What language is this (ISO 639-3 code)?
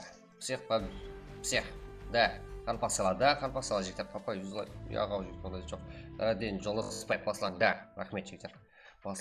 kaa